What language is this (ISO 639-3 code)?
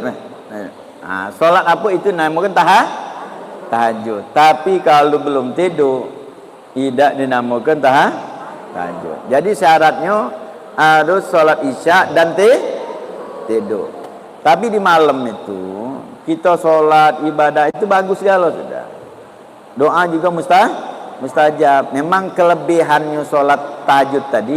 mui